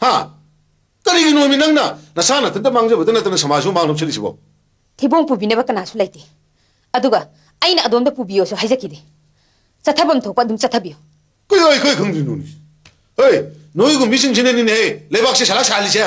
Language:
Manipuri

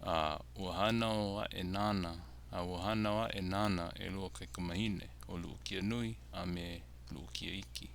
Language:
Hawaiian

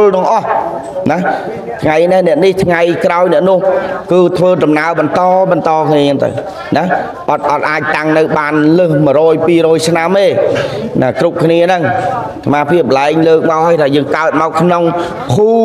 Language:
Khmer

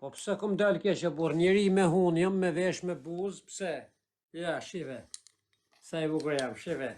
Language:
Albanian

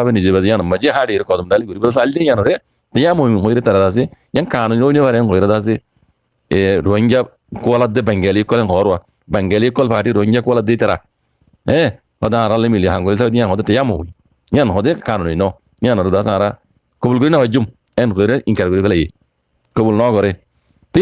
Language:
Rohingya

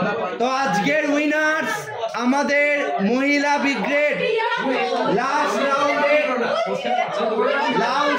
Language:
Bangla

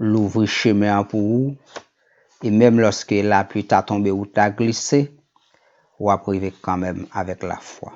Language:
Haitian Creole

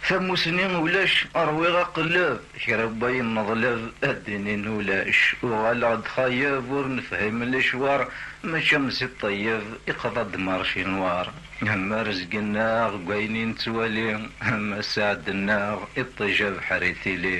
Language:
Kabyle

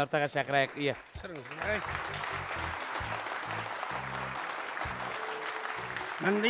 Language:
Kazakh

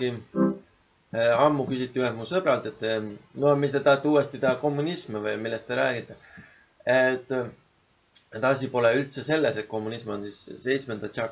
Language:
Estonian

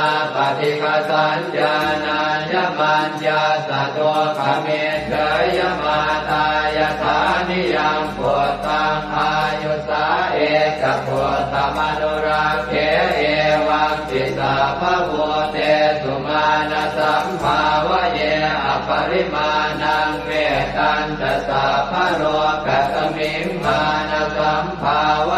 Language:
Pali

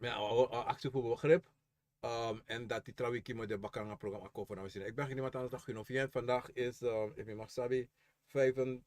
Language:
Sranan Tongo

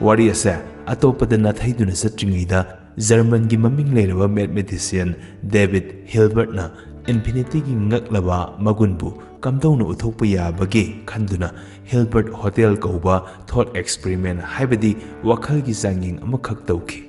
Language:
Manipuri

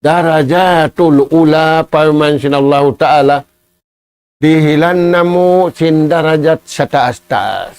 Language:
Tausug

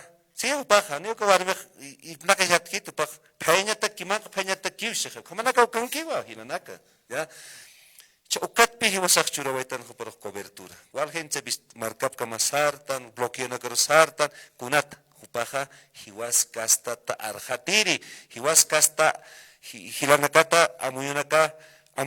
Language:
Aymara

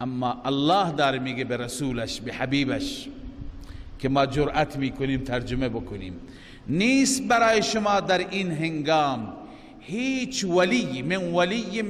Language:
Persian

